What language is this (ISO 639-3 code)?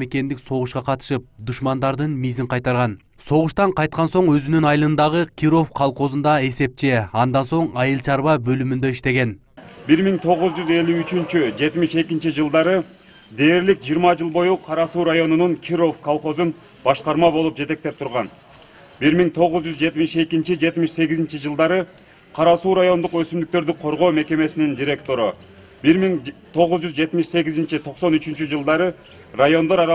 kir